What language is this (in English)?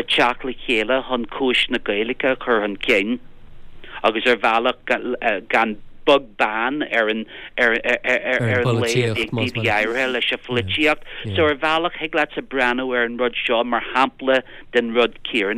Irish